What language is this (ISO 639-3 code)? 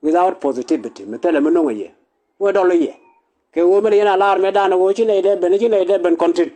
nus